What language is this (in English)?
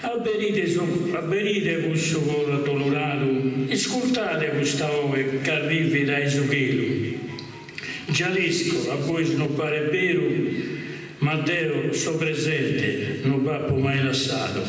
Sardinian